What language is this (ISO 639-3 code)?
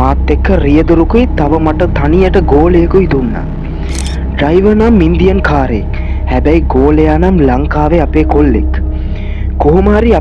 sin